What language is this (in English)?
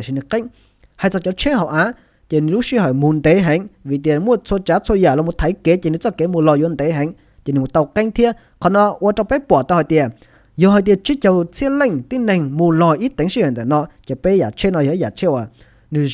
Hmong